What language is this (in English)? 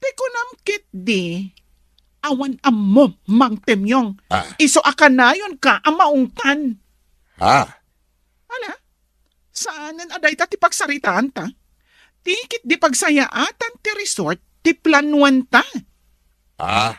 Iloko